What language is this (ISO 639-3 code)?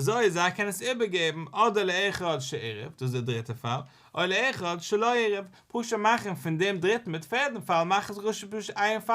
yid